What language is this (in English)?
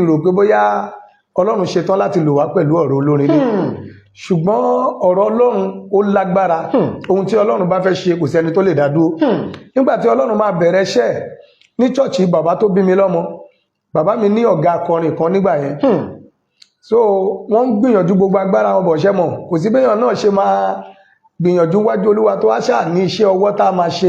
Yoruba